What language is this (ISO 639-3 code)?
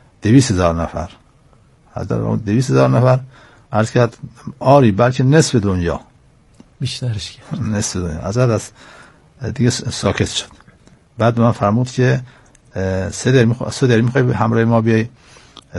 fas